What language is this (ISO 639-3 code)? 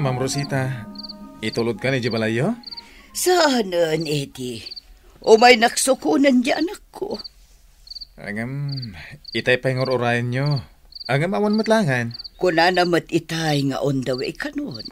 ilo